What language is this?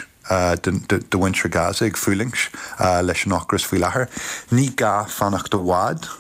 Irish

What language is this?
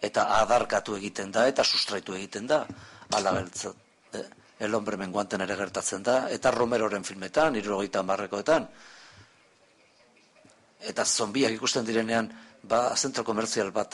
Basque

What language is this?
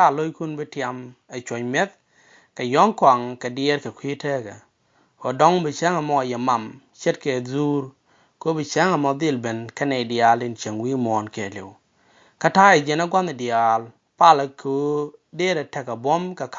Nuer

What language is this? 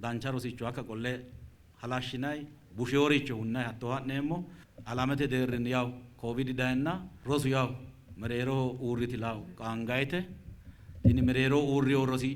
Sidamo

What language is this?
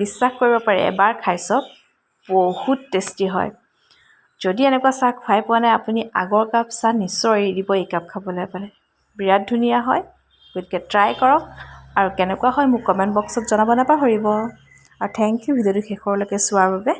Assamese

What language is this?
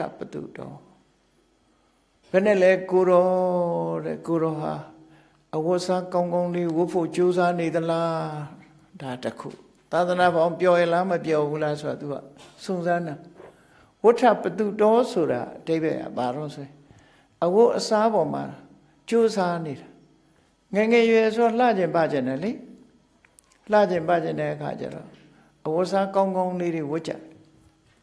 Burmese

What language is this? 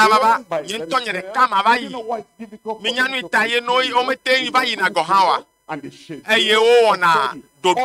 Ewe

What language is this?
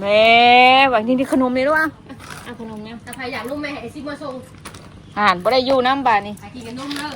Northeastern Thai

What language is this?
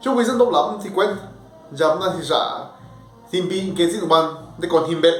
Zapotec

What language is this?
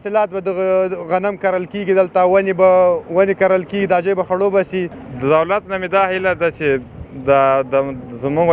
Pashto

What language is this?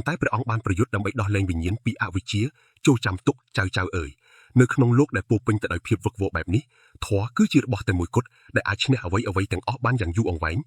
Khmer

